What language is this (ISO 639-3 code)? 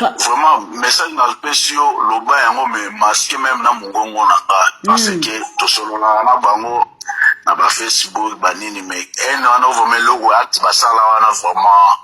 lin